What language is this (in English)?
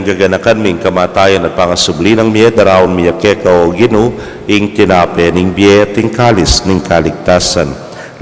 Pampanga